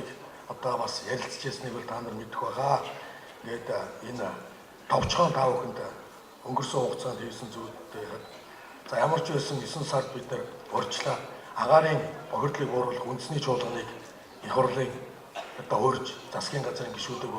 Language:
Mongolian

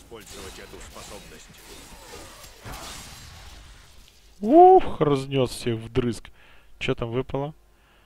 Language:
Russian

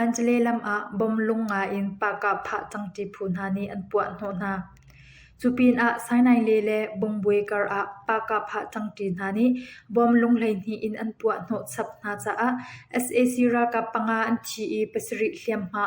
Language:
Hakha Chin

